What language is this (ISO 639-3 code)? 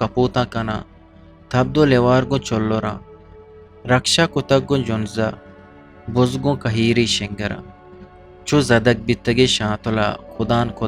bgp